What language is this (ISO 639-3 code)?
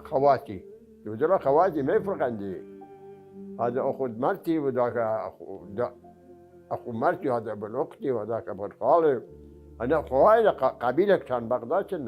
acm